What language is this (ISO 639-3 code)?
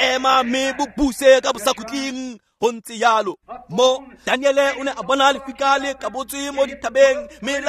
tsn